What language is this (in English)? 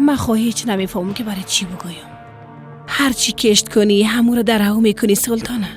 Persian